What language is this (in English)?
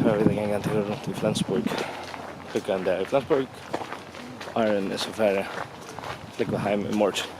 Faroese